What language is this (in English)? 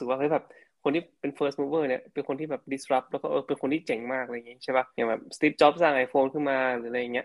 Thai